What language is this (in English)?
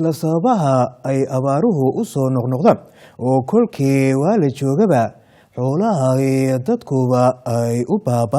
Somali